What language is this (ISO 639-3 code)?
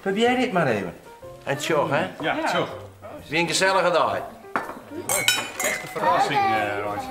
fry